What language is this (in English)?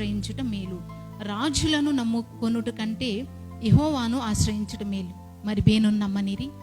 Koya